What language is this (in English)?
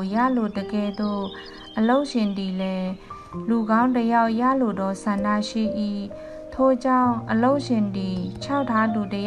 Burmese